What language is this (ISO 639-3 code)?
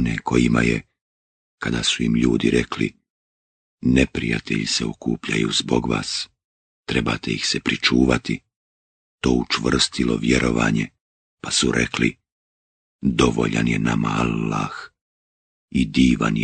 bos